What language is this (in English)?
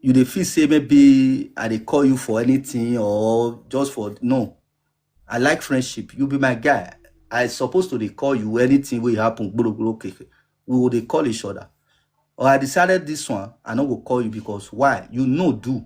Nigerian Pidgin